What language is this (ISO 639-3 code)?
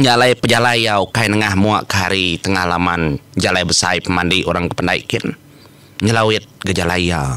iba